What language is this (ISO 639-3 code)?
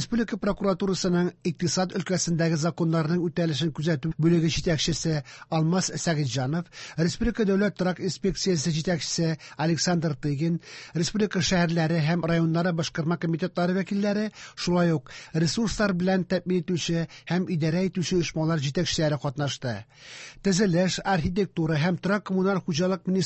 tat